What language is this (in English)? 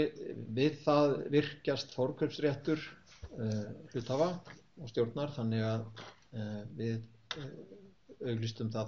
Icelandic